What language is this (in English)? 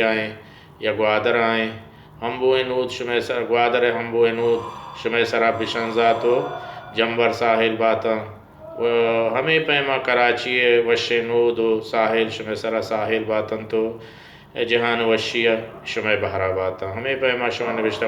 Baluchi